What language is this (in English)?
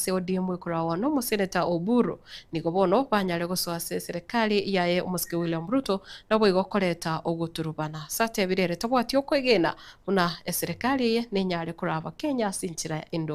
Gusii